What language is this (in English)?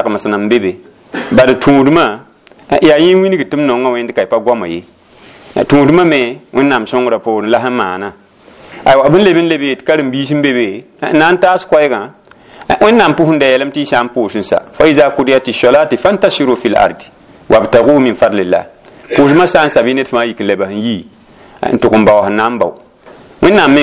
Mossi